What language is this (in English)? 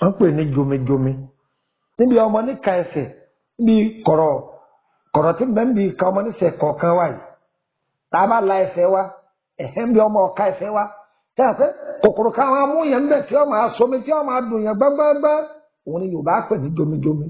Yoruba